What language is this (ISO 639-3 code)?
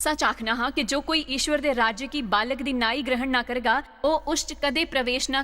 doi